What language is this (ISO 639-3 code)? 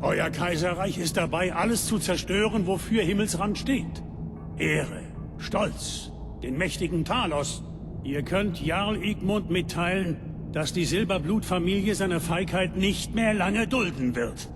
bar